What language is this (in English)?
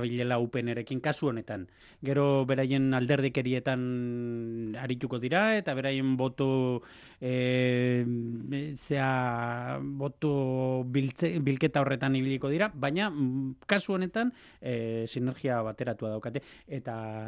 Basque